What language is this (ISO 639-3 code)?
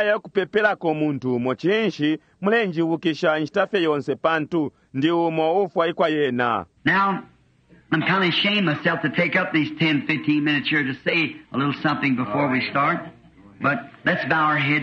bem